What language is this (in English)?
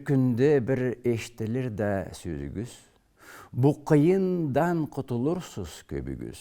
Karachay-Balkar